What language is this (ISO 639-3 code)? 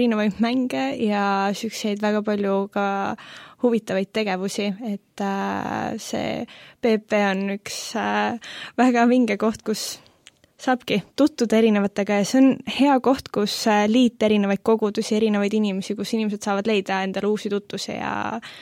est